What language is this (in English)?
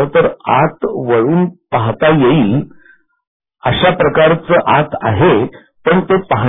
Marathi